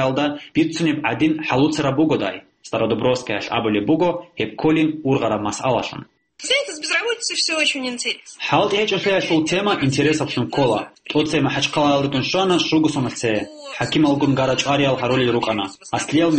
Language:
Avaric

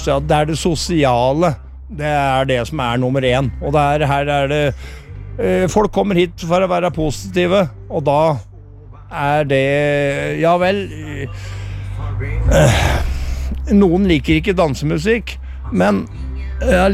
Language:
Norwegian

